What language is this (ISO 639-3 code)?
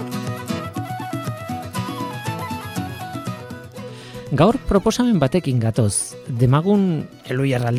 eus